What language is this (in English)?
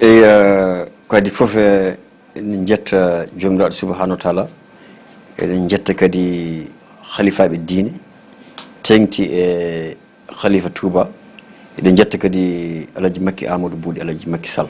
Fula